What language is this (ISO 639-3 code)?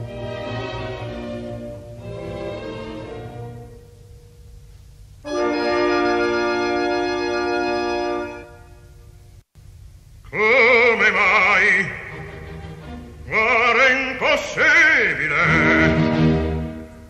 ita